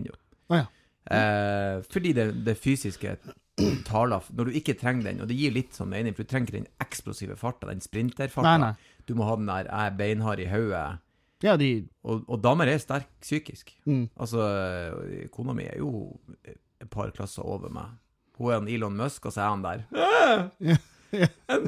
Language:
Norwegian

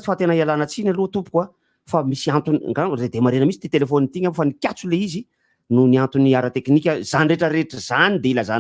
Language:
Malagasy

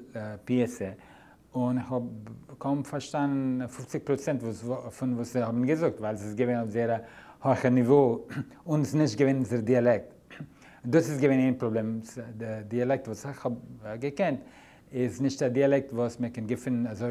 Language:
Yiddish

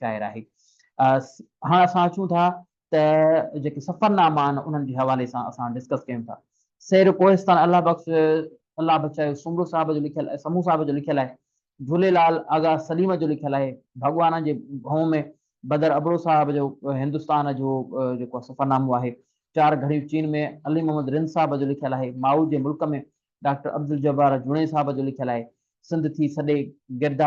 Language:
Sindhi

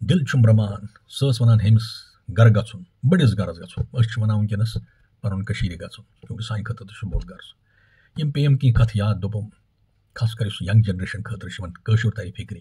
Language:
Kashmiri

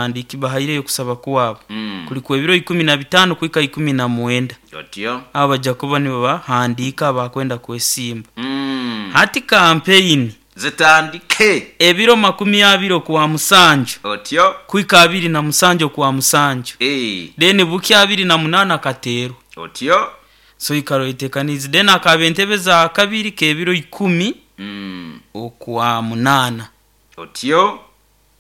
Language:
Nyoro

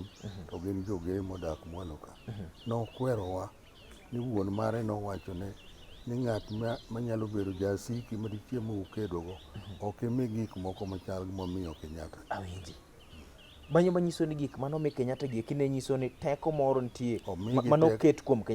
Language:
Luo (Kenya and Tanzania)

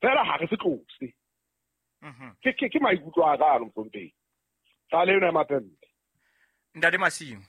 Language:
Southern Sotho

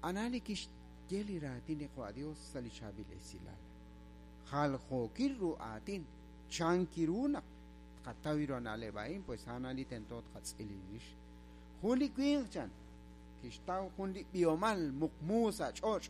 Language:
Kekchí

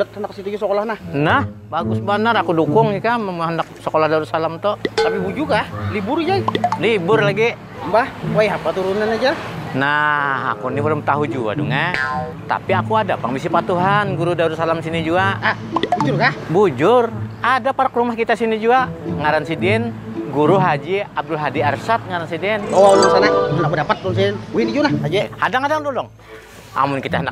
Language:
Banjar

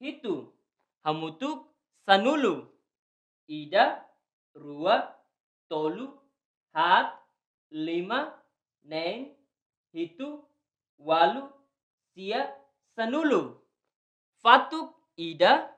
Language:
Tetum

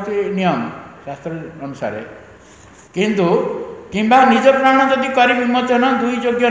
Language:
Odia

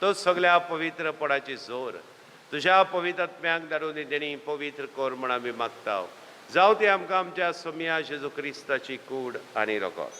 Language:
Konkani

